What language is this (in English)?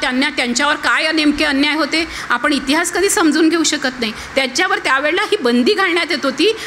Marathi